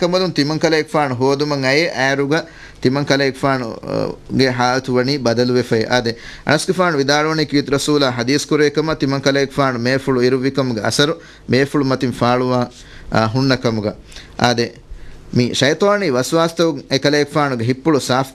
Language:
Divehi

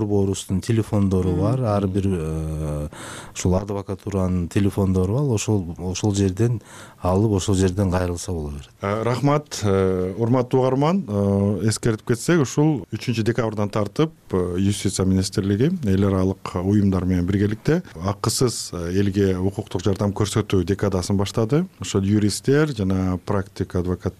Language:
Kyrgyz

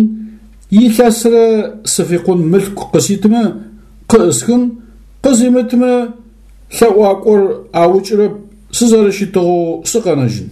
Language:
Adyghe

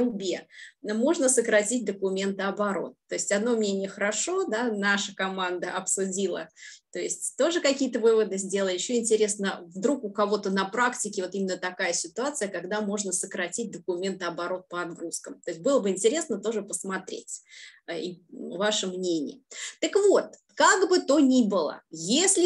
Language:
Russian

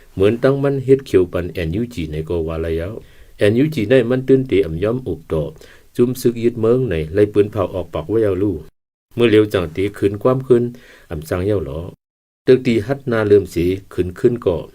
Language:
Shan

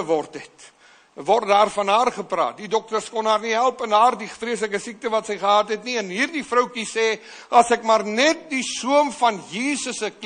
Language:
Afrikaans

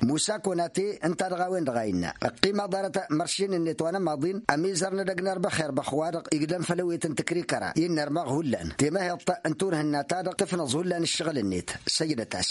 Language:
Tamasheq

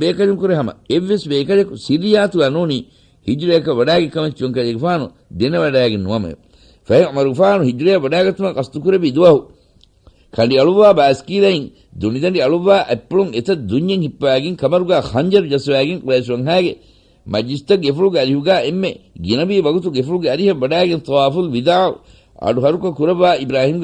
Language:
Divehi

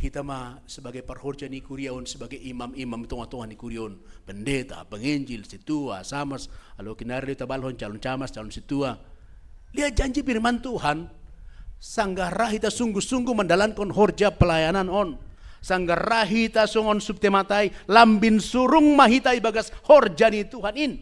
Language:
Batak Simalungun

